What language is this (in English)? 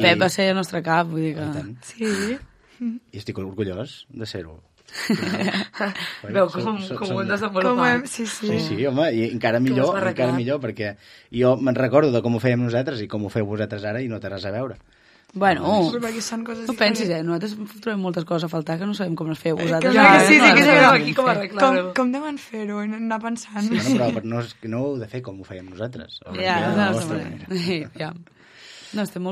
Catalan